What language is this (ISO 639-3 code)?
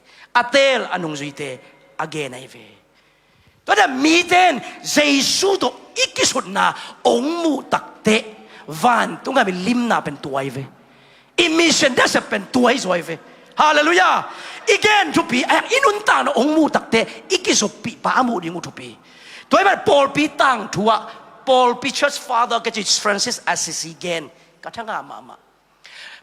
ctd